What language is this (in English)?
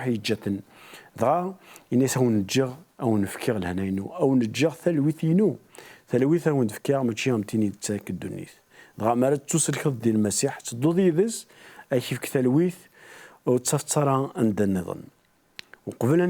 Kabyle